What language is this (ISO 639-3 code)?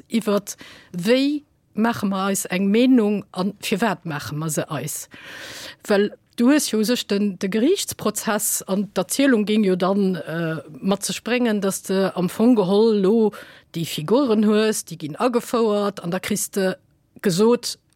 ltz